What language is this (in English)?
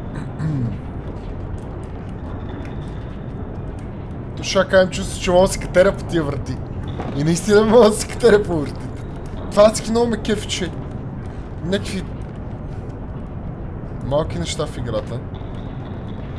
Bulgarian